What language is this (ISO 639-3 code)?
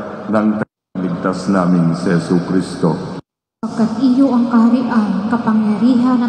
fil